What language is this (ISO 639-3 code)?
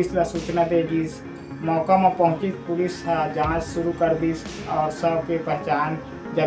hne